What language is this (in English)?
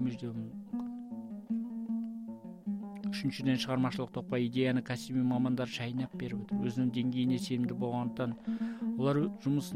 Kazakh